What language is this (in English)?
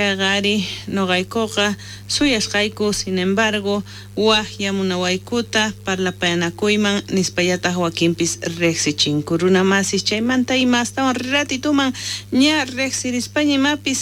South Bolivian Quechua